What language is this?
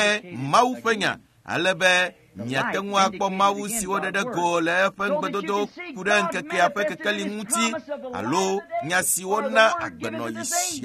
Ewe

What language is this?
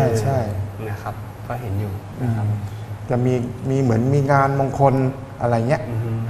Thai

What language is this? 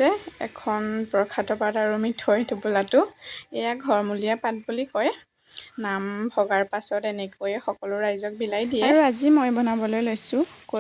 Assamese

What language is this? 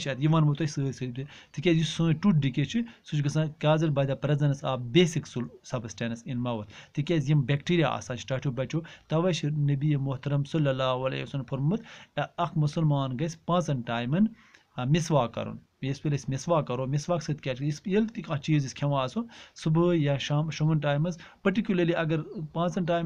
Kashmiri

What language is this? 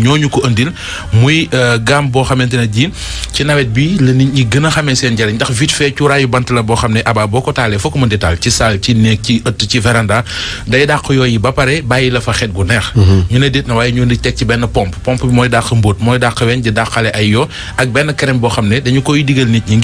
Wolof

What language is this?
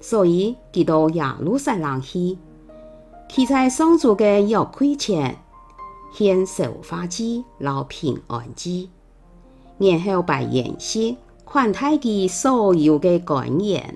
Hakka Chinese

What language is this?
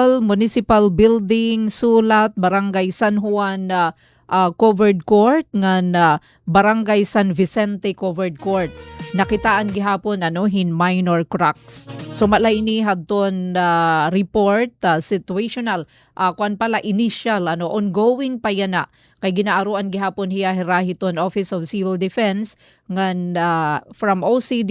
Waray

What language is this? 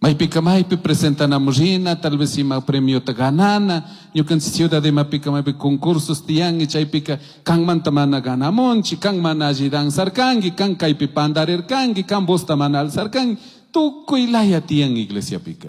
Chimborazo Highland Quichua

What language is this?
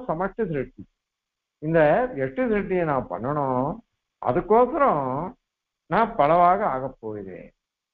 Tamil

